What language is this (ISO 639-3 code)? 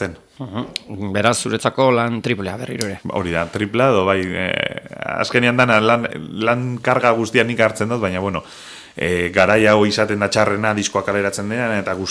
eus